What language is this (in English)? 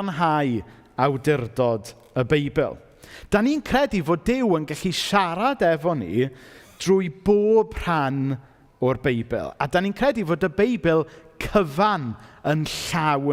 Welsh